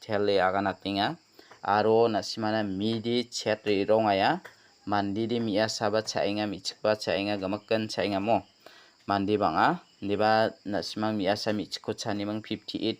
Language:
Garo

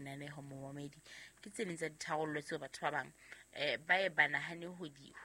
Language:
Southern Sotho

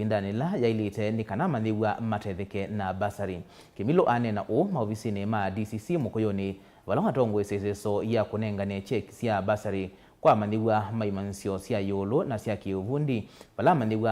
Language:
Kamba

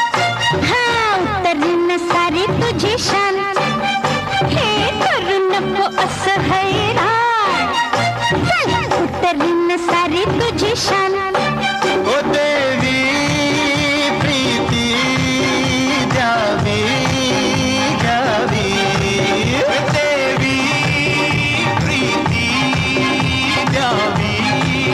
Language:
Marathi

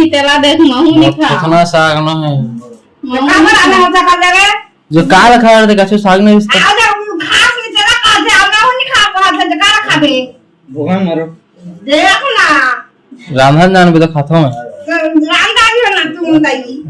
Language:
Chhattisgarhi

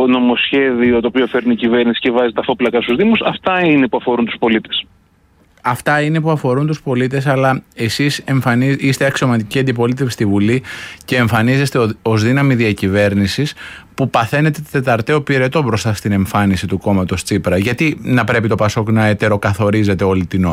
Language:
Greek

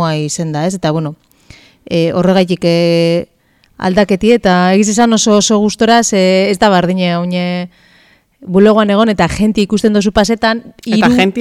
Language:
Basque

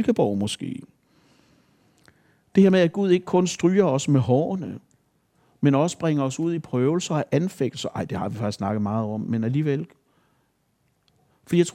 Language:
Danish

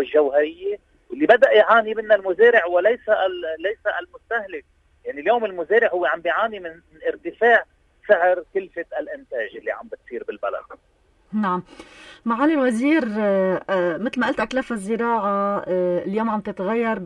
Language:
North Levantine Arabic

